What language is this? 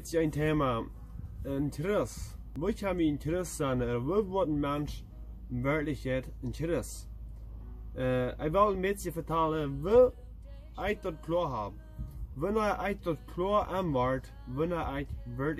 Plautdietsch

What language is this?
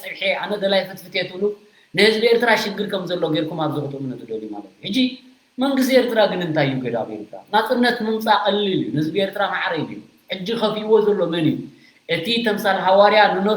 Tigrinya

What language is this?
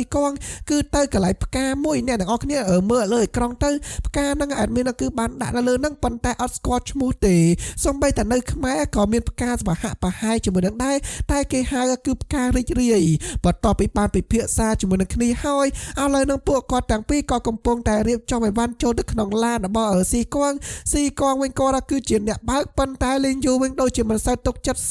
Khmer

